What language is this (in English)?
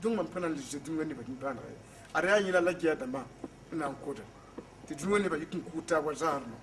Mossi